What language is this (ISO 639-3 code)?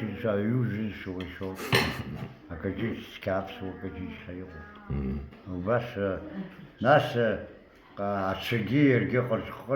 abk